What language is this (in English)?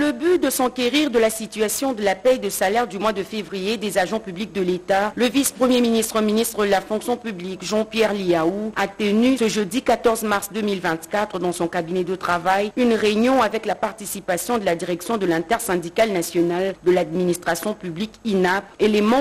French